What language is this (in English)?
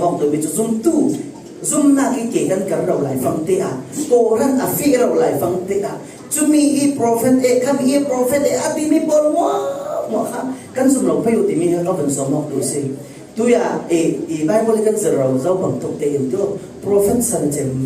Falam Chin